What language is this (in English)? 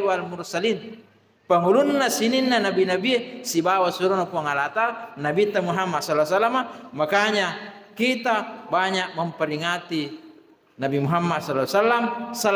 Buginese